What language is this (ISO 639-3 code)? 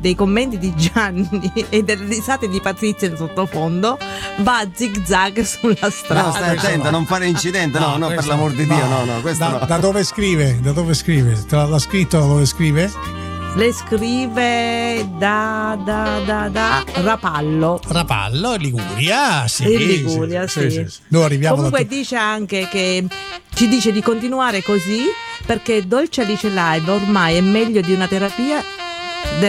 ita